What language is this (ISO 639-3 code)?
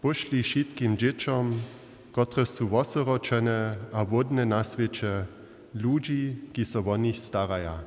hsb